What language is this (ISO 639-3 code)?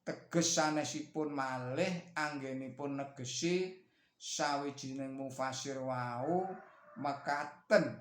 jav